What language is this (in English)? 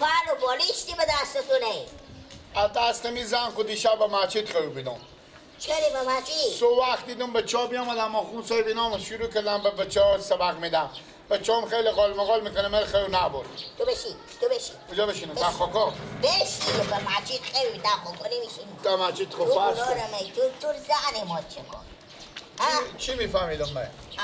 Persian